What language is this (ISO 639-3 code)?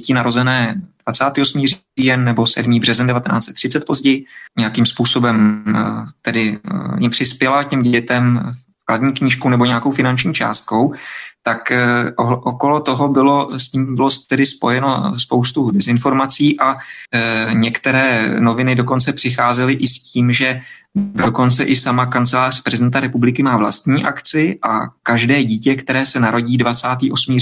ces